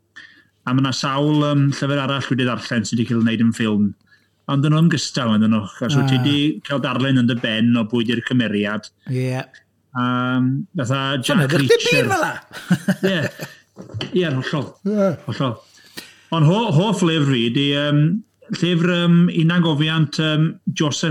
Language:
Welsh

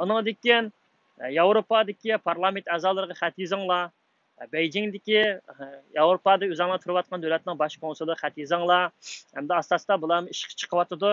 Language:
Uyghur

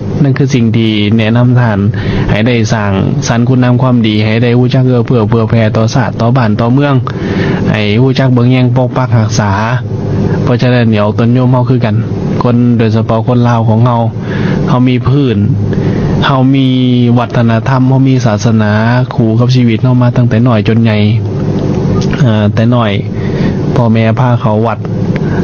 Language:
Lao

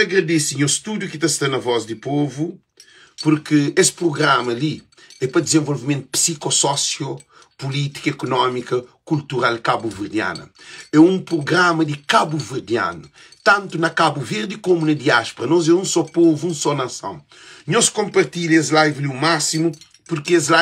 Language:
Kabuverdianu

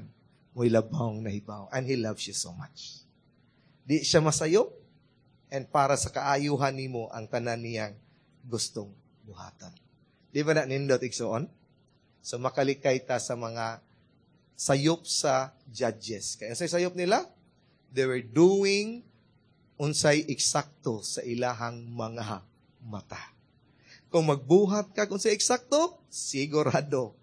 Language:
Cebuano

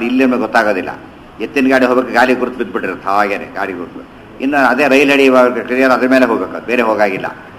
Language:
Kannada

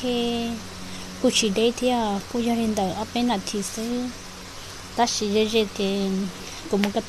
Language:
Hmong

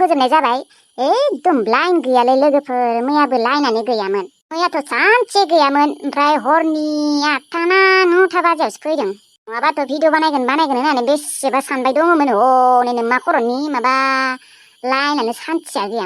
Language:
Bodo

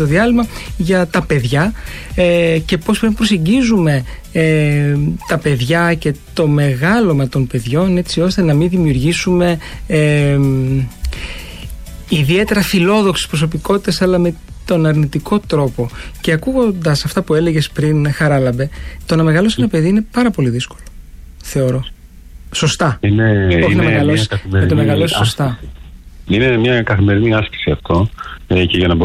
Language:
Greek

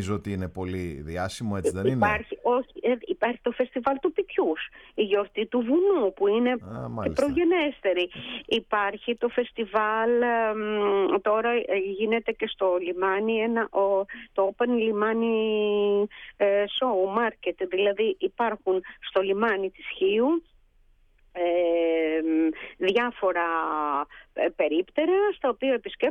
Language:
Greek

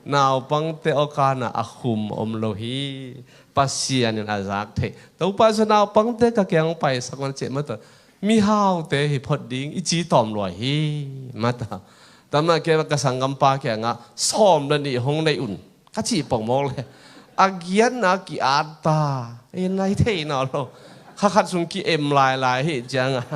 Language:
Tedim Chin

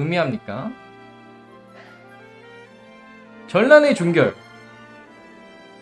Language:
Korean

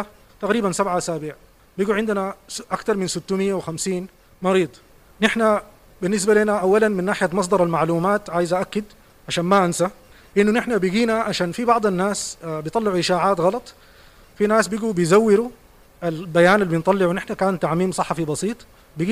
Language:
Sudanese Arabic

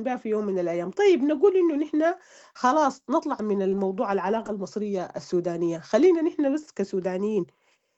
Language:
Sudanese Arabic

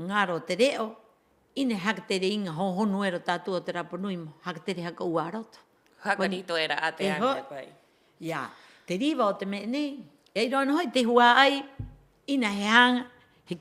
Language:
Rapanui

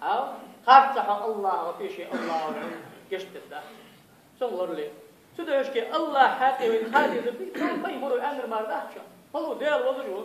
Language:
Ingush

